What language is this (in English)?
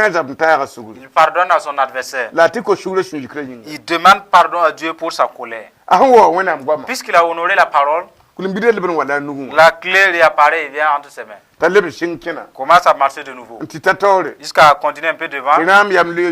Mossi